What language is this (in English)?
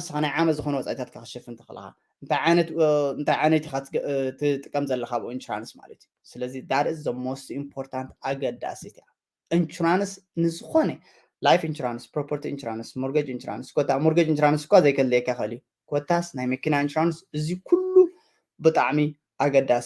Tigrinya